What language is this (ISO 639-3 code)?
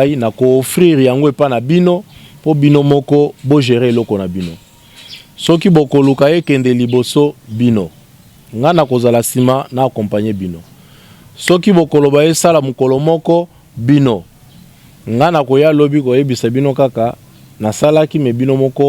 lin